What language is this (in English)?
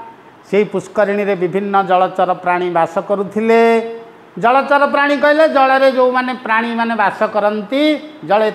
Odia